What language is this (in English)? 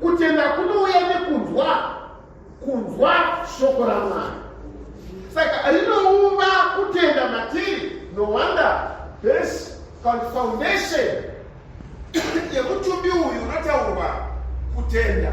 Shona